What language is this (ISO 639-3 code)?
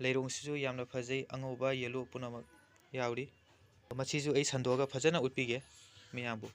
mni